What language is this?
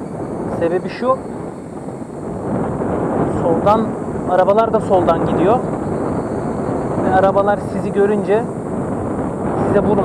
Turkish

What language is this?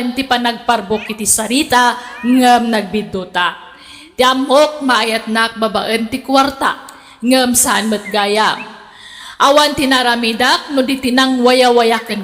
Iloko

